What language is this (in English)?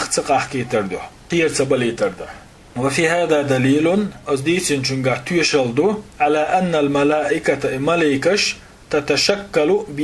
Chechen